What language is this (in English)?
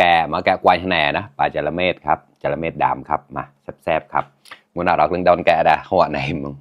Mon